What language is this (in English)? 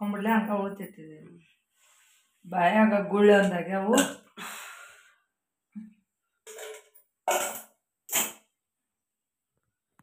Kannada